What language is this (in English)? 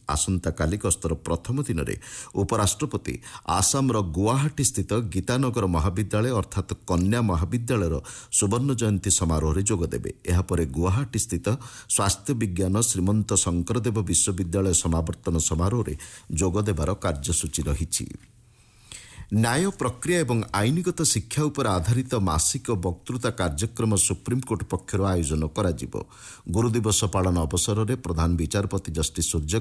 Odia